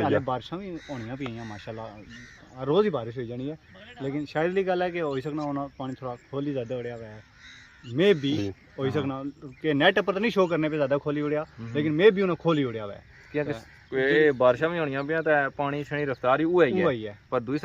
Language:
Pahari-Potwari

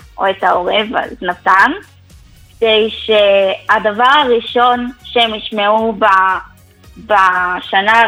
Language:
Hebrew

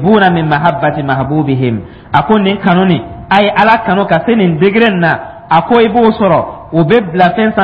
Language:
Dyula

